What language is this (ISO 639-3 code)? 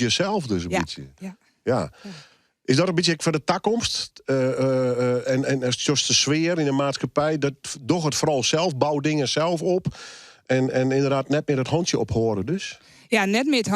fry